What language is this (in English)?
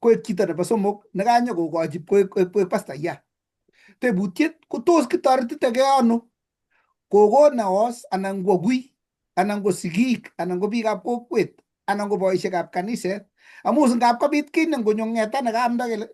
Kalenjin